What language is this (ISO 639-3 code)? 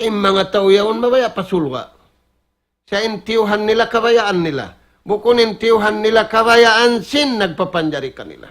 tsg